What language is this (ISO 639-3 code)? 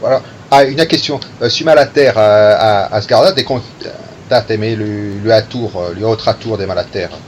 oci